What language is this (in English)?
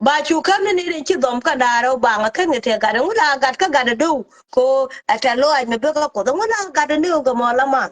Nuer